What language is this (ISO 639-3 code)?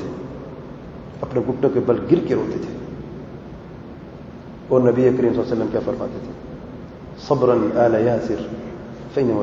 urd